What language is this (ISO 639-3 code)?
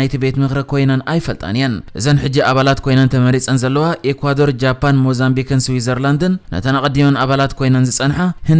tir